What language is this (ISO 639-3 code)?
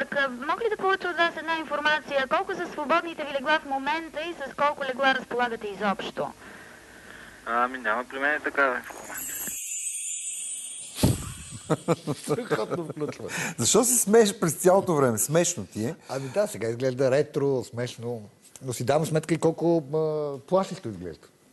bul